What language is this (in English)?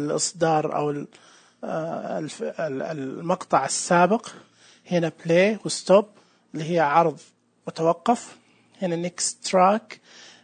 Najdi Arabic